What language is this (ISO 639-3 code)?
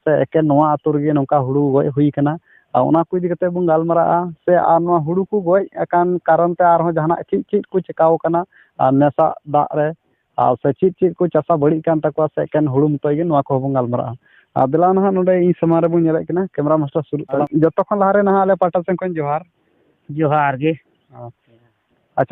sat